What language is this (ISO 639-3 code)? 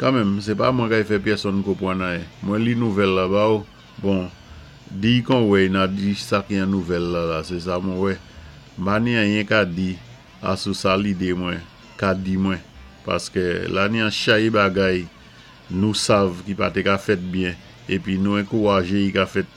acf